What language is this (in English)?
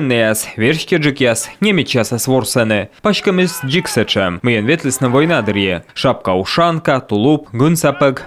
Komi